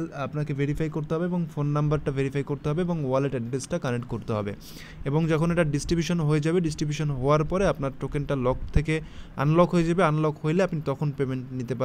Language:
Bangla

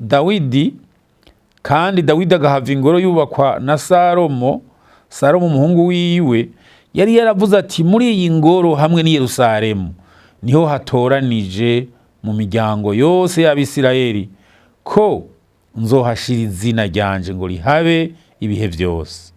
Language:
Rundi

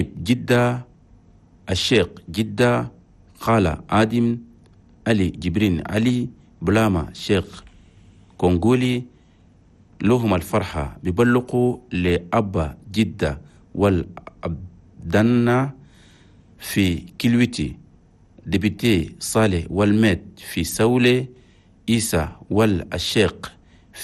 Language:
Chadian Arabic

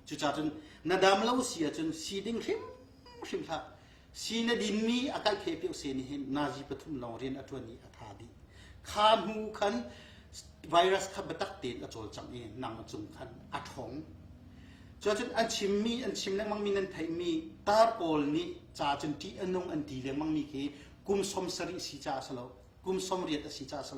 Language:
Hakha Chin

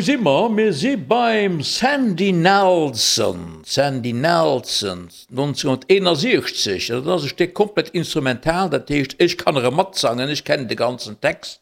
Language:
Luxembourgish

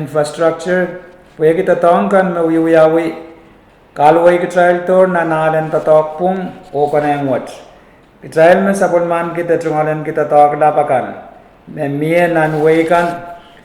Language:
Pohnpeian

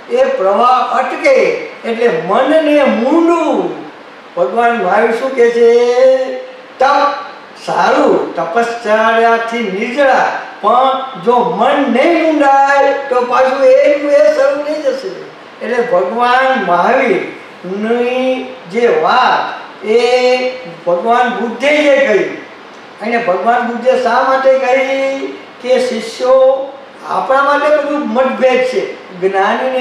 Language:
Gujarati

